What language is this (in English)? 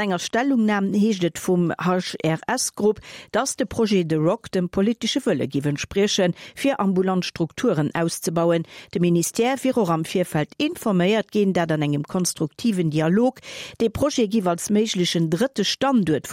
Luxembourgish